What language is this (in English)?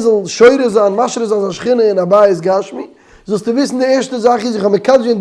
Yiddish